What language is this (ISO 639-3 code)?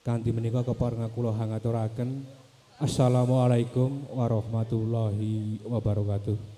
jav